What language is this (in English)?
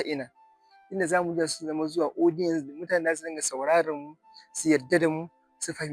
Hausa